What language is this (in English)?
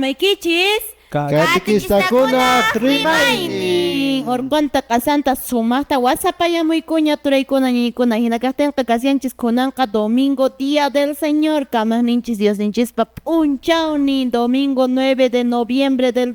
Quechua